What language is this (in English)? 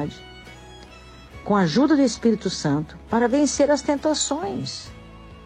Portuguese